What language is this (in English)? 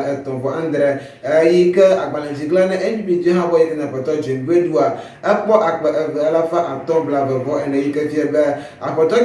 Ewe